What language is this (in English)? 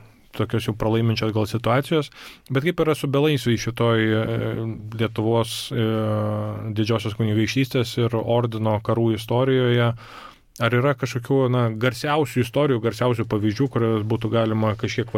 Lithuanian